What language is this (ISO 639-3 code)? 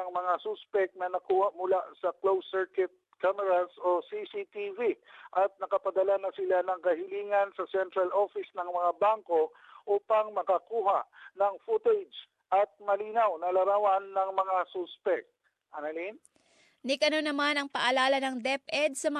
fil